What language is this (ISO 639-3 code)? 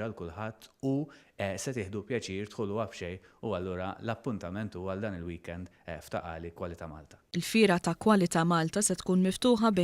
mlt